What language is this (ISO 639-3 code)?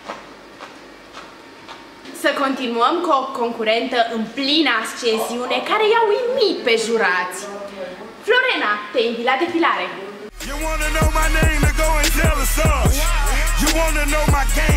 ron